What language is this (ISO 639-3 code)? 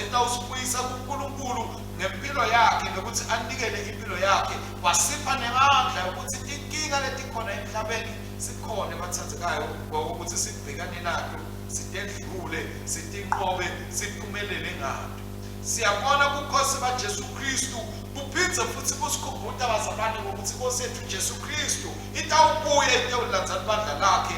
ssw